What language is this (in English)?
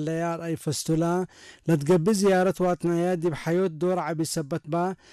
Tigre